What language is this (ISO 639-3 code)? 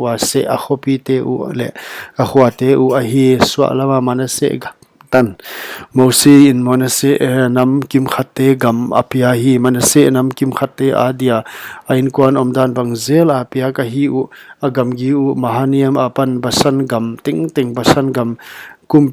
pck